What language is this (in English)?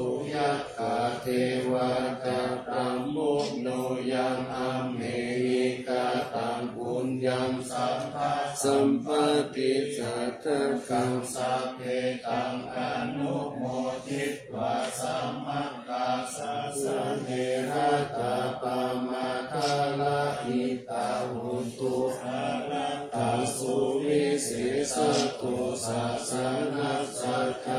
Pali